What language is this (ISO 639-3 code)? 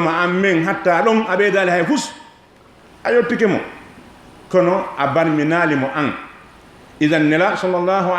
ful